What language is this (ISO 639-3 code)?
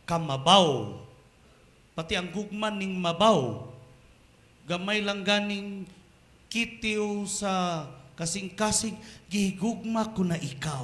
ceb